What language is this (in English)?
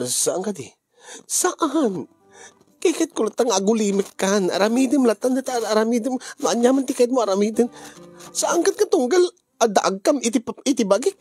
Iloko